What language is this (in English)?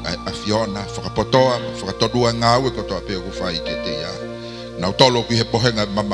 Tongan